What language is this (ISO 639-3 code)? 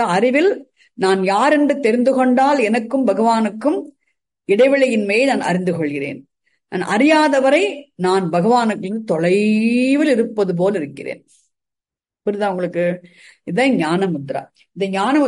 tam